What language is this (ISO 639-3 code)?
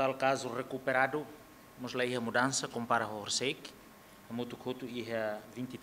tet